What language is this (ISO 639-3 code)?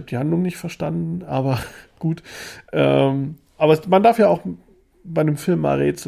deu